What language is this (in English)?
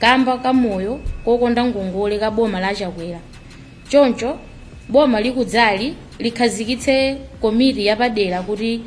Nyanja